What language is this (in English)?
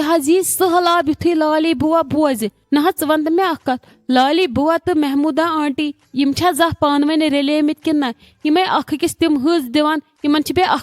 Kashmiri